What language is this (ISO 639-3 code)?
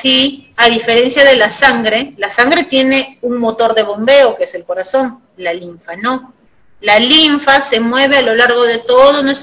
spa